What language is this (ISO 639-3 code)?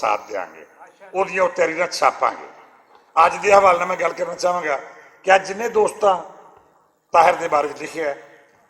lah